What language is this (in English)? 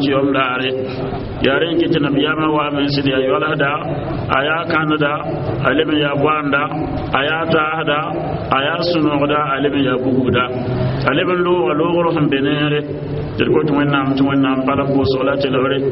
Mossi